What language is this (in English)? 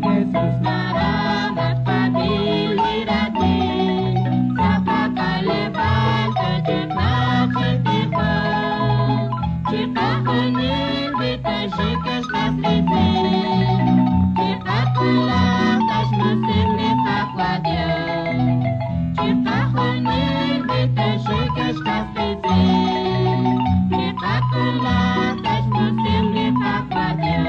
Kekchí